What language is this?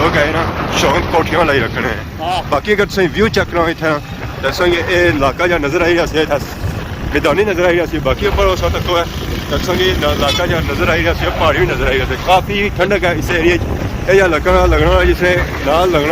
Pahari-Potwari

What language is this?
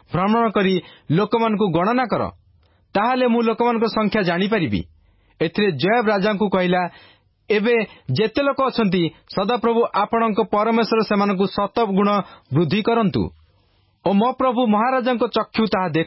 Odia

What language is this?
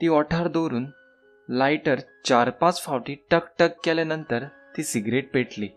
Konkani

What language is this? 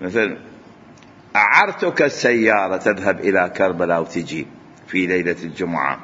Mesopotamian Arabic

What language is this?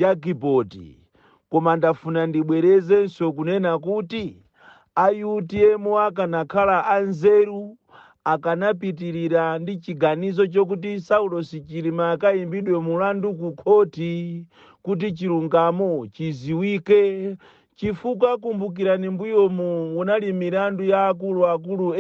Nyanja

